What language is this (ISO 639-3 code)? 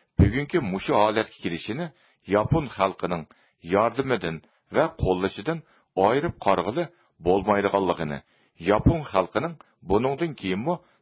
uig